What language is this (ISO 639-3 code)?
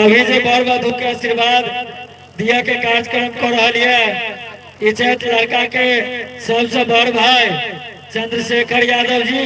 mai